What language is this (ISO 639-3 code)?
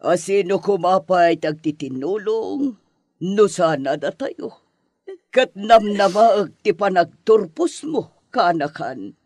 ilo